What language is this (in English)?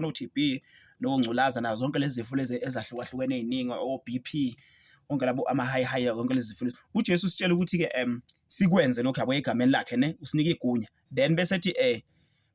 Zulu